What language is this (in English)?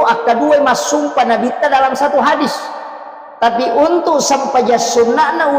Buginese